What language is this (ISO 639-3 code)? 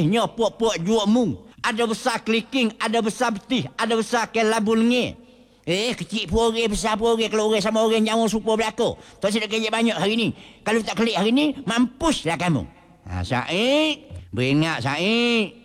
msa